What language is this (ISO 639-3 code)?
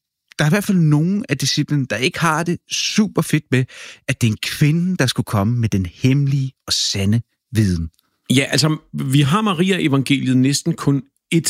dan